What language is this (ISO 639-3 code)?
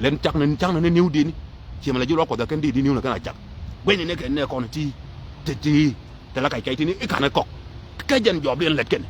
nus